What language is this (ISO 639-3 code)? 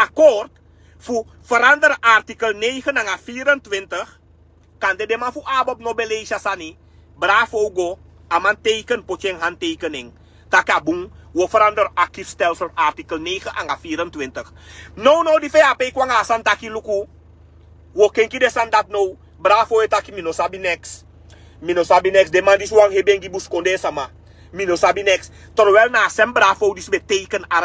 srn